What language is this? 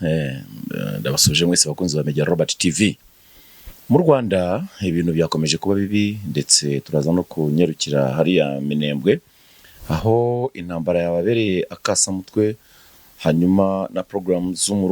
Kinyarwanda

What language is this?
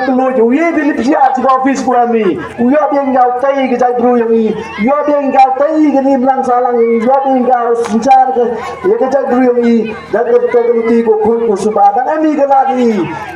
Khasi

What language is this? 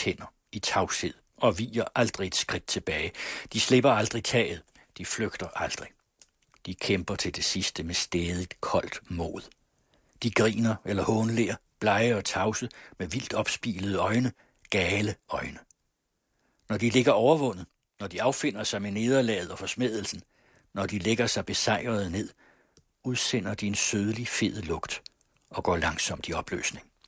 Danish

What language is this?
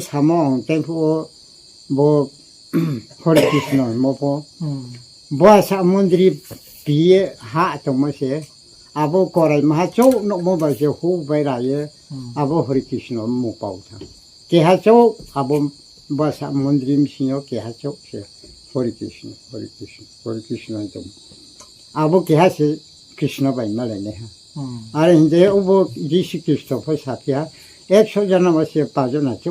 Riang (India)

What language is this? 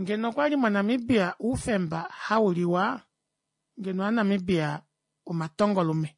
Kuanyama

